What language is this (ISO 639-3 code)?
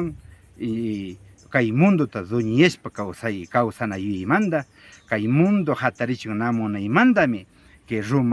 qvi